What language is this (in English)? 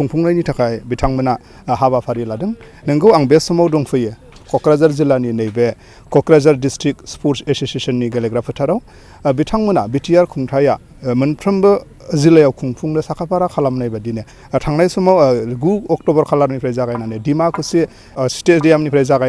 Bodo